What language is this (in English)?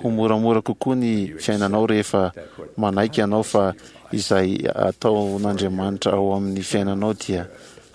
Malagasy